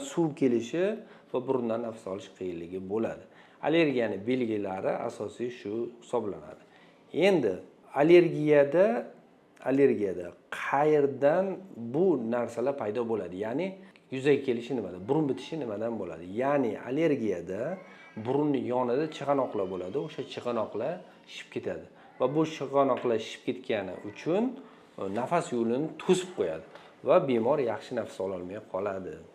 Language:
Uzbek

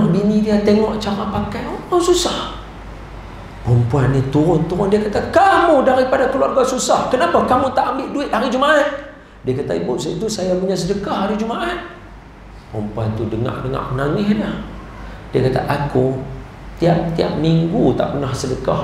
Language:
Malay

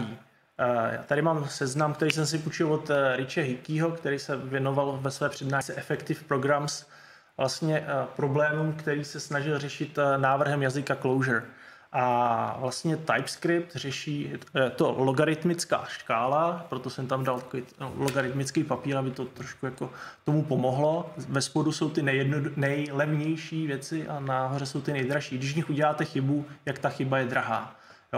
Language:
Czech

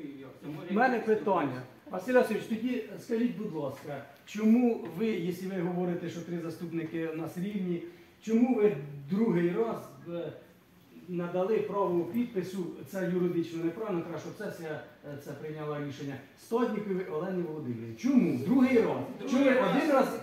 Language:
Ukrainian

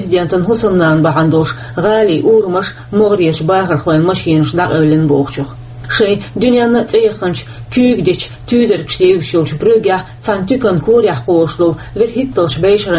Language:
Chechen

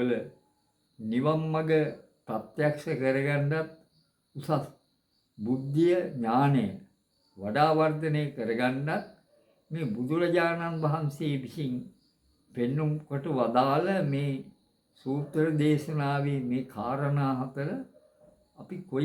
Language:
Sinhala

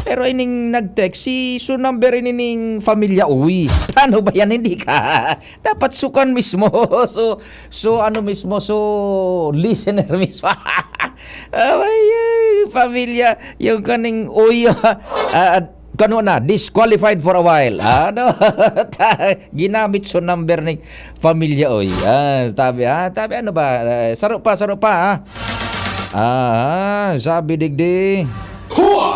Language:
Bikol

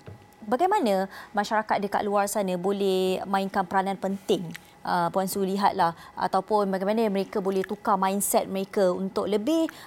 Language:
Malay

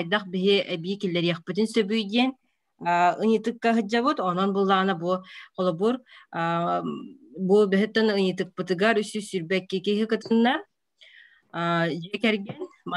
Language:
Yakut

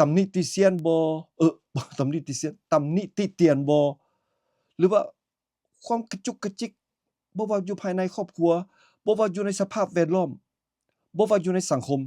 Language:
Lao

